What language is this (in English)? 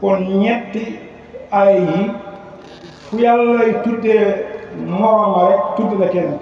Wolof